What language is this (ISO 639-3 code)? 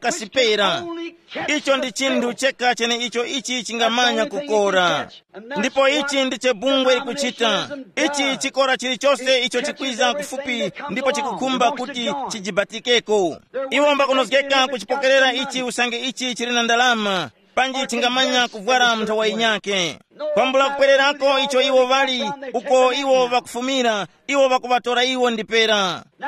tum